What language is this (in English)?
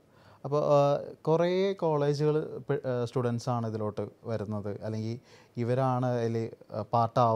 Malayalam